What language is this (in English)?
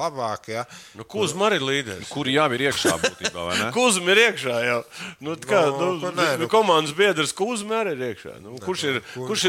Latvian